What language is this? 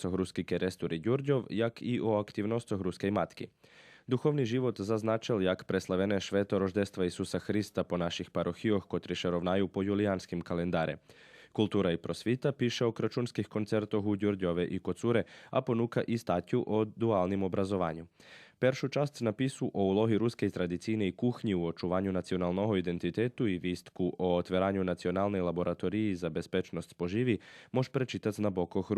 Rusyn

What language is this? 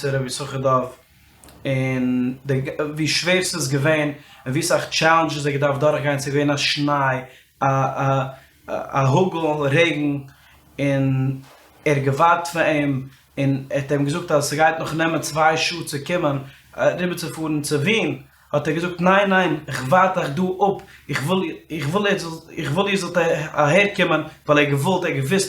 Yiddish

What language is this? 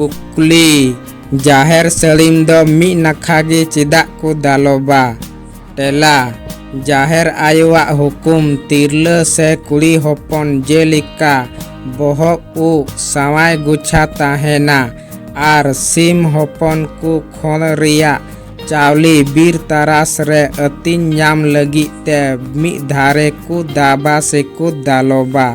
Santali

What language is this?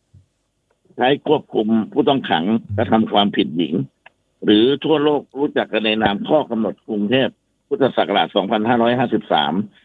Thai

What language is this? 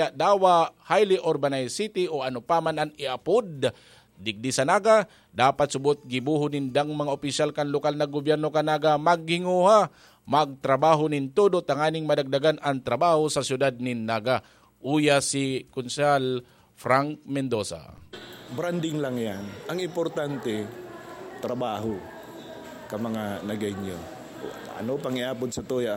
Bikol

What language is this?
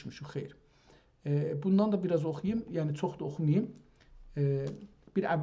South Azerbaijani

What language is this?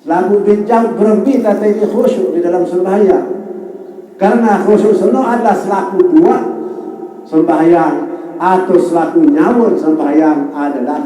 Sasak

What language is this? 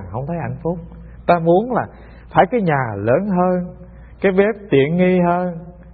Vietnamese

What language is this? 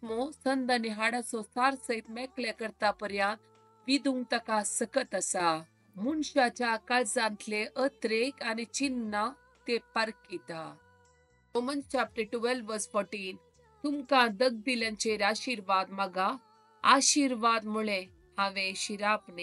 Konkani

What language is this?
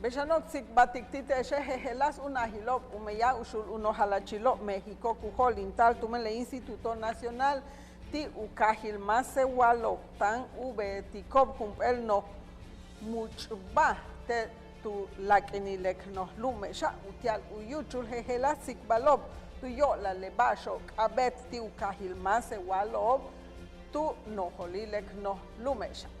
Yucateco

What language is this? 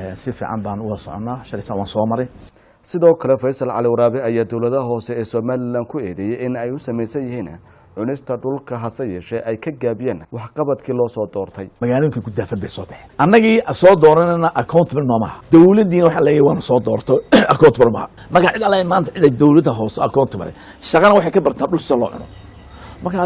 Somali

